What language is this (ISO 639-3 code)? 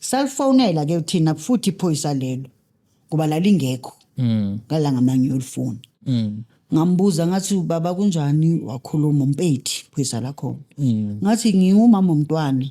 zul